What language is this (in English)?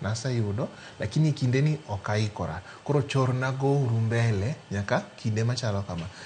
Luo (Kenya and Tanzania)